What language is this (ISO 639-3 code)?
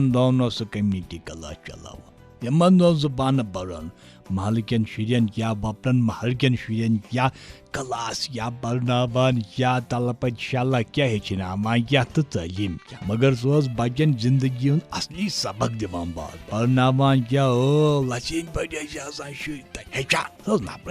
kas